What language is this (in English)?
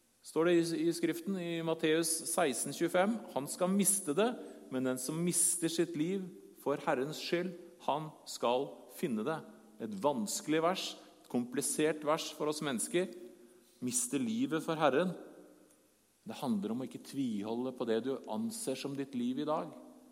Norwegian